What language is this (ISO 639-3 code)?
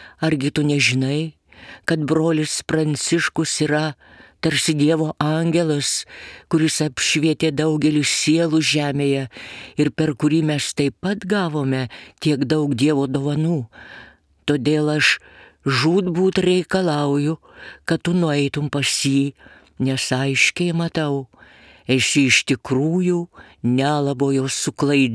lit